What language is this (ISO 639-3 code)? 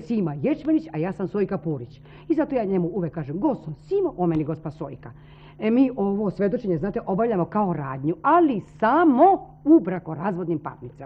srp